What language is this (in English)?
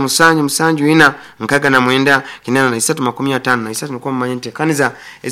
Nyoro